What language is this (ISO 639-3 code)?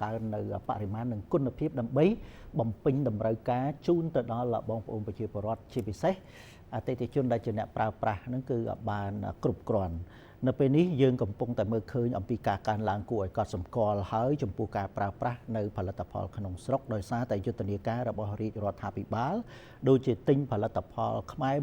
khm